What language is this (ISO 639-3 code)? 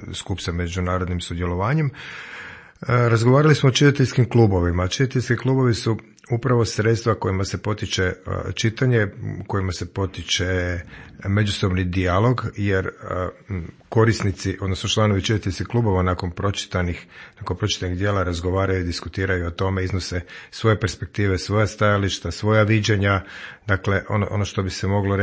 hrv